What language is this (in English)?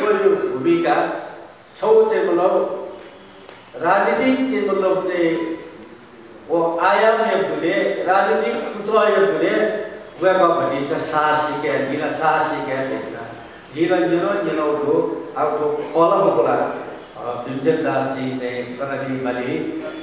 Newari